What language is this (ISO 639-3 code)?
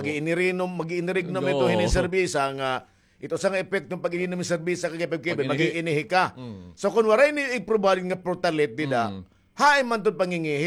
war